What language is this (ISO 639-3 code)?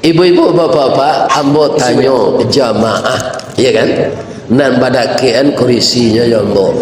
min